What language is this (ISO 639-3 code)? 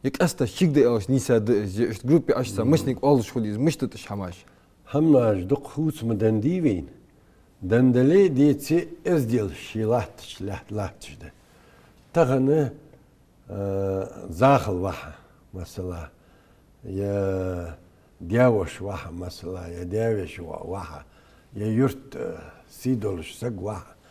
inh